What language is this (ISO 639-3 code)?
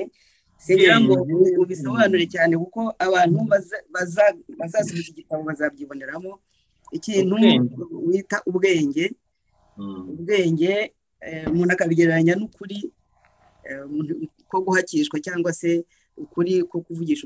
kin